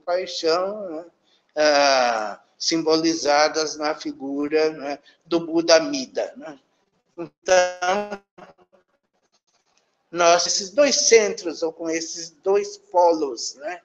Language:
Portuguese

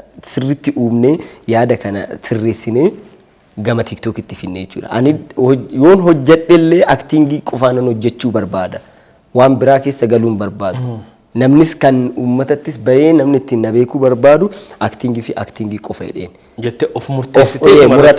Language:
Oromo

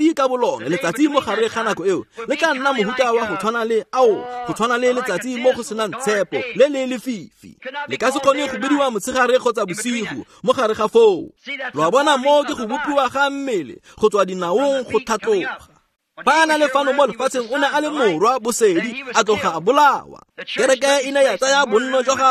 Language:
Tswana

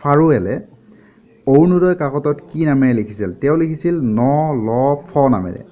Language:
Assamese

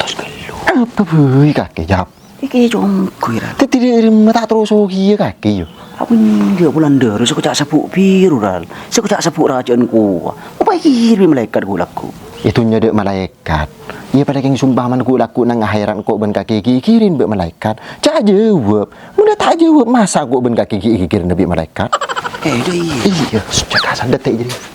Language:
Madurese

